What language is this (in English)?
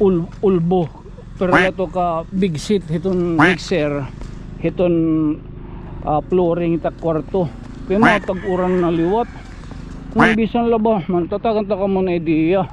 Waray